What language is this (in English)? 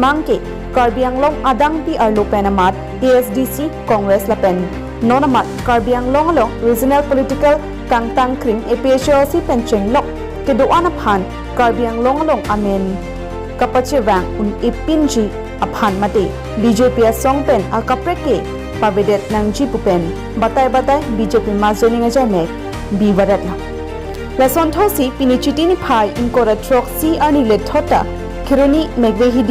Karbi